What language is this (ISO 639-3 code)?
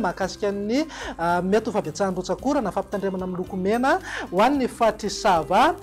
mlg